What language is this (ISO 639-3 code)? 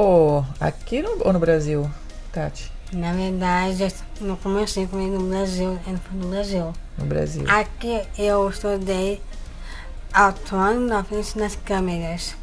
por